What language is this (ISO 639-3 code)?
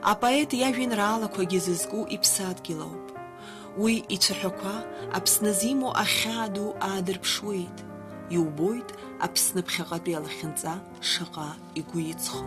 abk